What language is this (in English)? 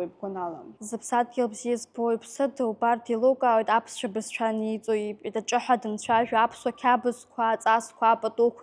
Abkhazian